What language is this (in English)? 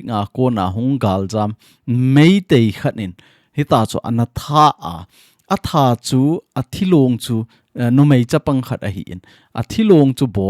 Thado Chin